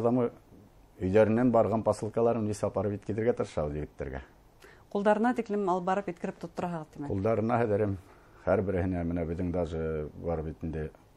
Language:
Bashkir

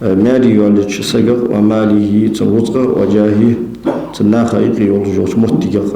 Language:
Ingush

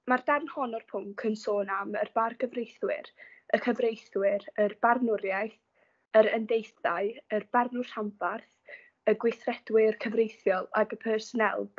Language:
Welsh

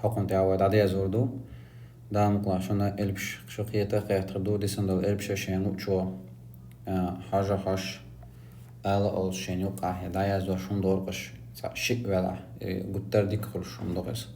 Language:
Chechen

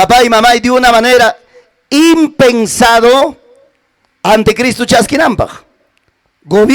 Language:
Ayacucho Quechua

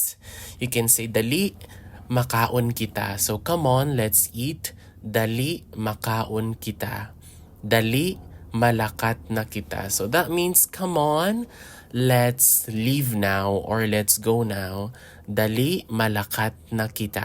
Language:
Hiligaynon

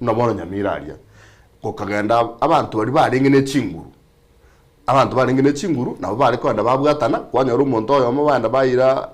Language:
Gusii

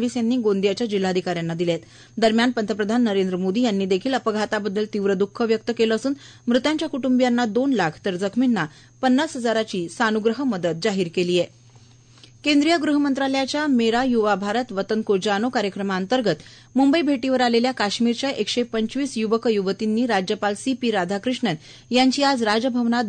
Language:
Marathi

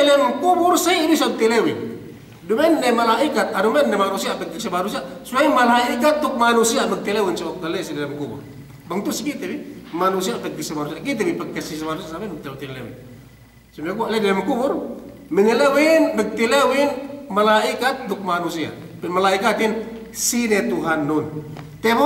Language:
Yakan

